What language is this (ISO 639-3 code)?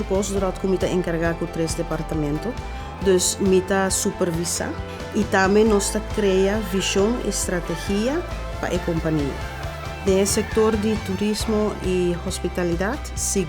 pap